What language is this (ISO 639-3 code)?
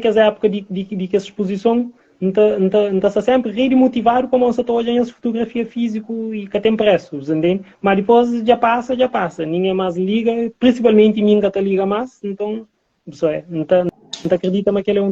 kea